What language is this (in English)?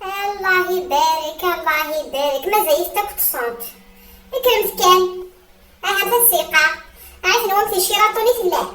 Kabyle